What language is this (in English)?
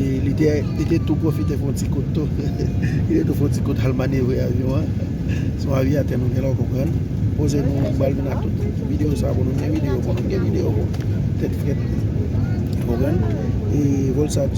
Haitian Creole